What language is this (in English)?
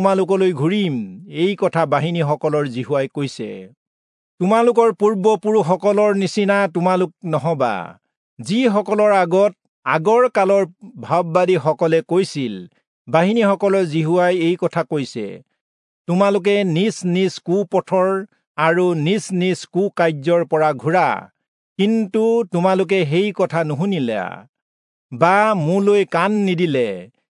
Assamese